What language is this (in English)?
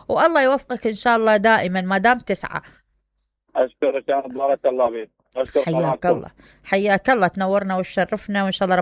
Mesopotamian Arabic